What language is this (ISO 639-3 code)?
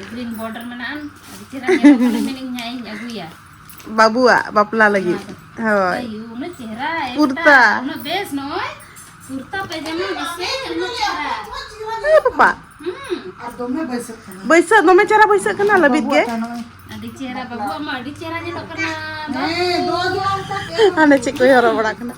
sat